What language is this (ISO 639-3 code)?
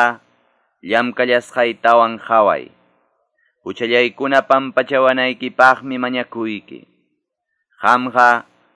que